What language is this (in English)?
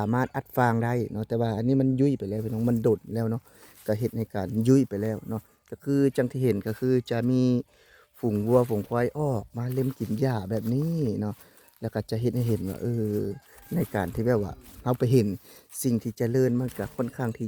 Lao